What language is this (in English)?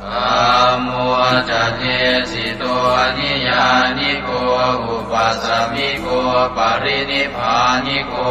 Pali